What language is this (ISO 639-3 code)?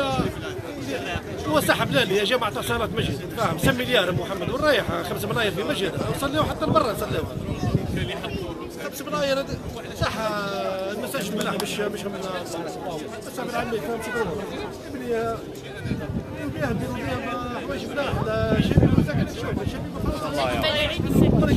arq